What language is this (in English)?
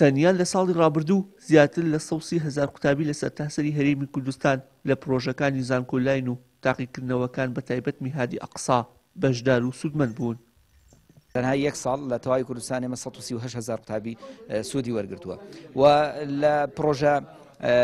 Central Kurdish